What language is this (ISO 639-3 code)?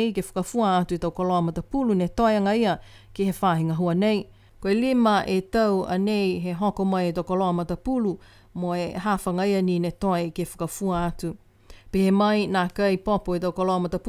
niu